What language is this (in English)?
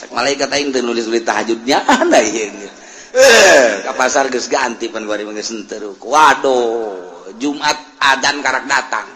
Sundanese